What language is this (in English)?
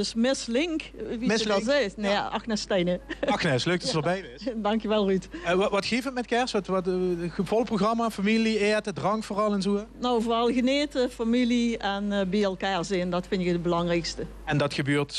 Limburgish